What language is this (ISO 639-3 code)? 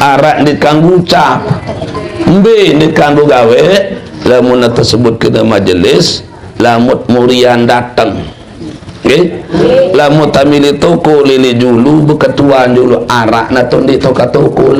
sas